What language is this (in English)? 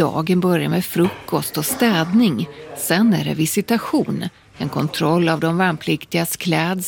Swedish